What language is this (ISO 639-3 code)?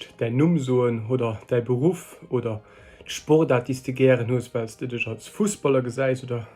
ltz